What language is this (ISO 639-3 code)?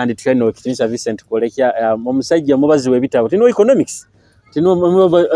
nyo